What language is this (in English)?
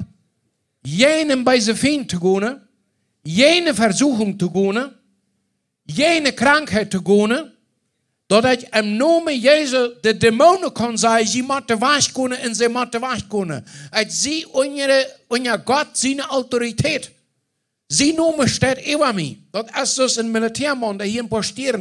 Plautdietsch